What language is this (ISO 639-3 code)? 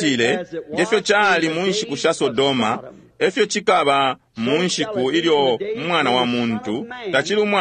bem